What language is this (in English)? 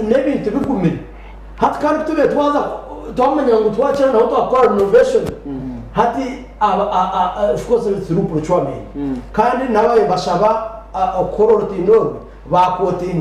Nyankole